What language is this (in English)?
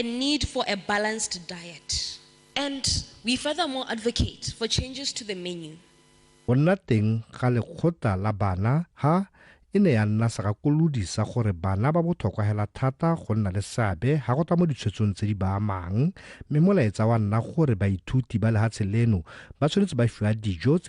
Tswana